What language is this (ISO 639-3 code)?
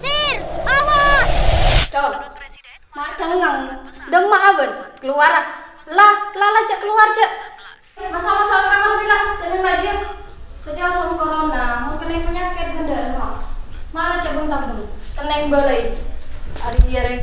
mad